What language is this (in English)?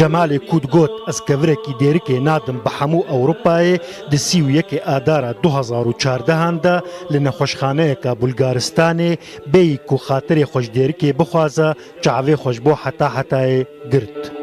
Kurdish